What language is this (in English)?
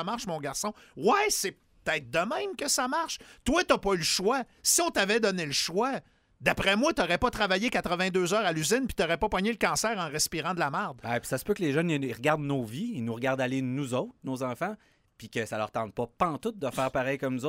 French